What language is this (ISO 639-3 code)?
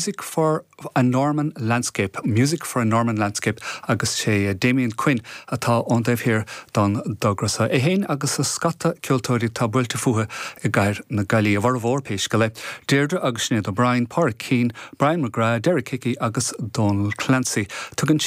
gle